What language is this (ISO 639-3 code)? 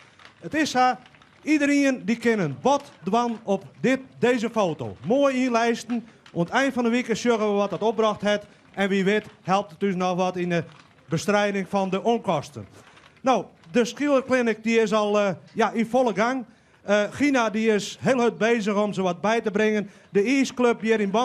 fry